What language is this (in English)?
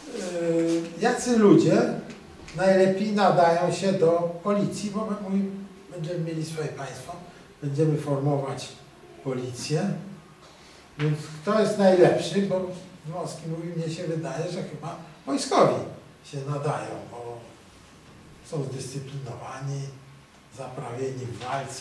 Polish